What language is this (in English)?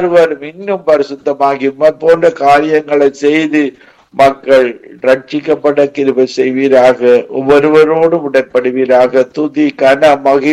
Tamil